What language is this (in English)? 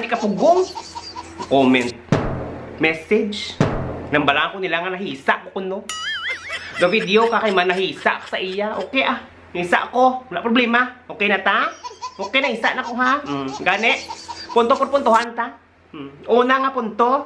Hiligaynon